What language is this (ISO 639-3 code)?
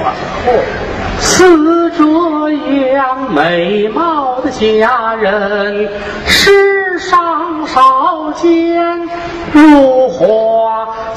zho